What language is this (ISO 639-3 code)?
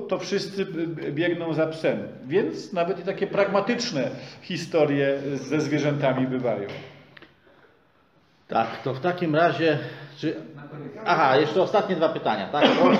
pol